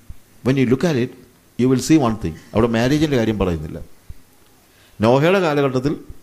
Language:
Malayalam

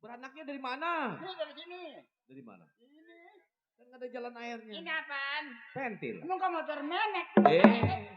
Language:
Betawi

